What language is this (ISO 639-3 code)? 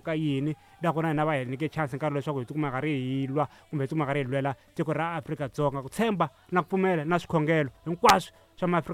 tso